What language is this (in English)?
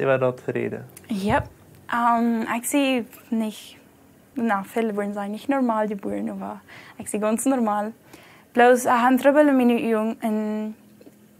Plautdietsch